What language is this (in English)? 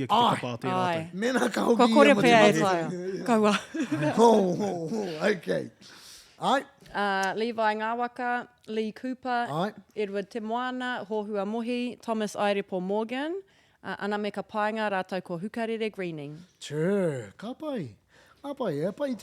Māori